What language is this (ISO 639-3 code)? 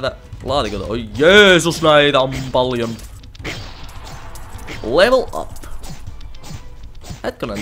fin